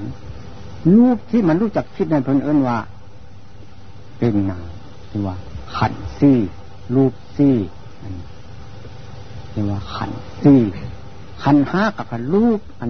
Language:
Thai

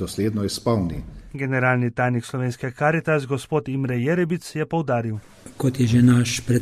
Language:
Slovenian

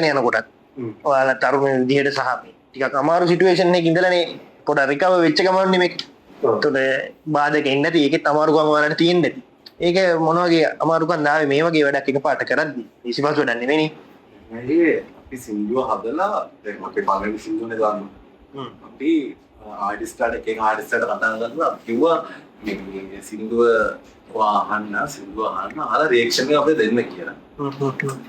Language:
Sinhala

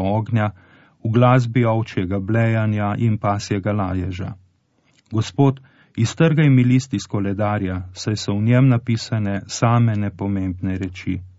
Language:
Slovenian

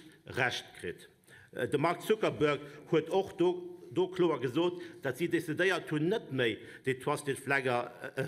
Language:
Luxembourgish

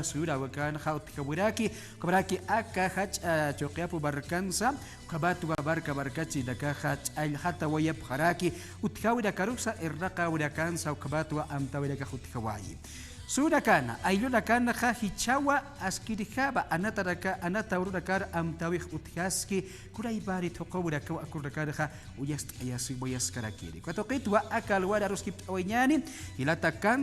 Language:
Aymara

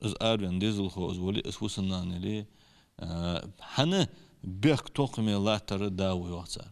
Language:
Ingush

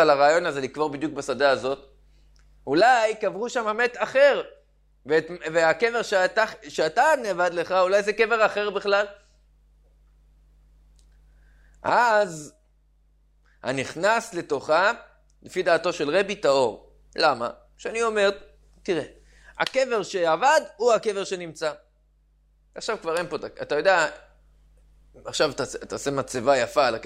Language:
Hebrew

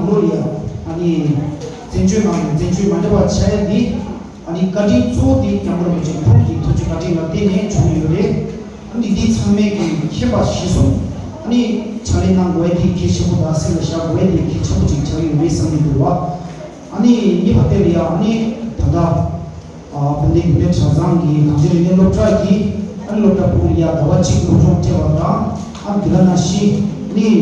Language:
Tibetan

